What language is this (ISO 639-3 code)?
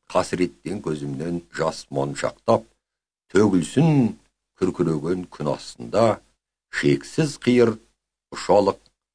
kaz